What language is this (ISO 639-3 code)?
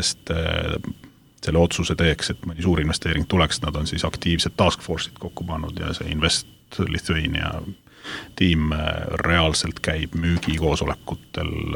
est